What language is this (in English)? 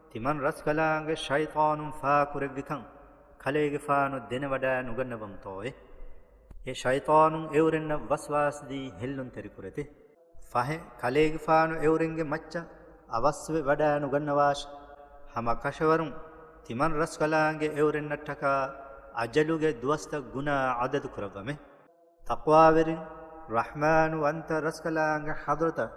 Divehi